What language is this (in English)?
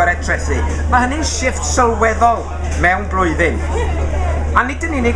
Welsh